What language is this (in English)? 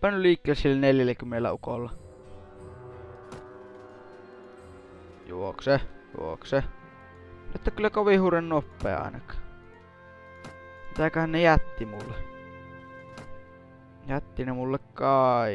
Finnish